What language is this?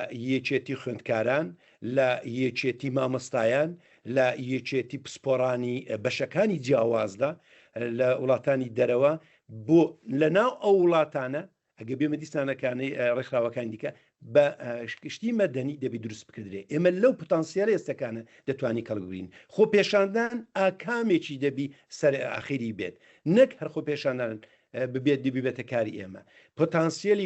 Central Kurdish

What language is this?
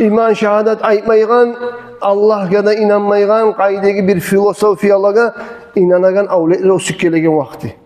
Kumyk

